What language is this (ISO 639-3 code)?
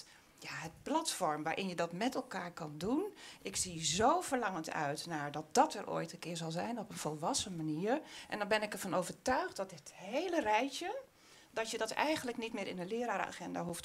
nld